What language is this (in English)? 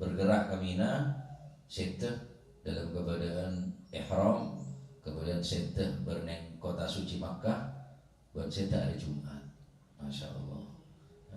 Madurese